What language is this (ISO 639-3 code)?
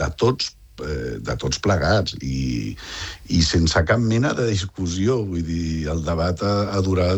cat